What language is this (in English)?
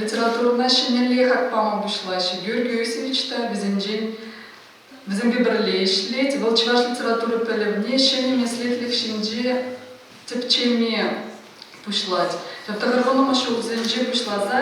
Chuvash